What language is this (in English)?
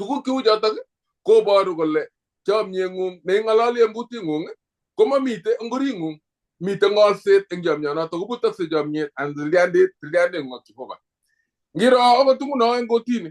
Kalenjin